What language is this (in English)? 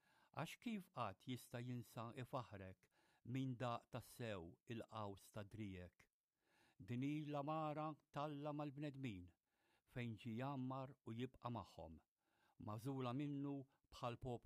Maltese